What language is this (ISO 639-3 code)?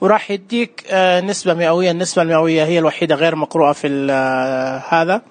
ars